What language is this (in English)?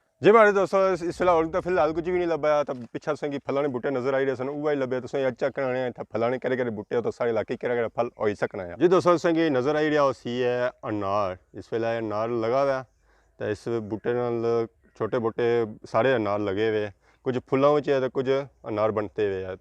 Pahari-Potwari